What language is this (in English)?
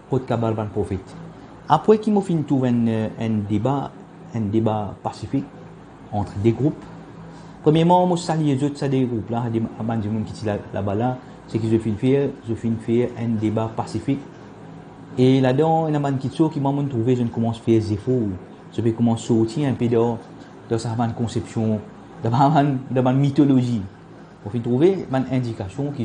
Morisyen